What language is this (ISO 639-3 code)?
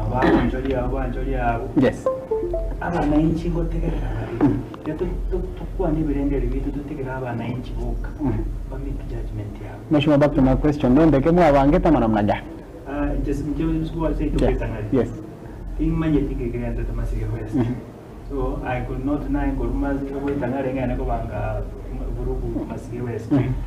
guz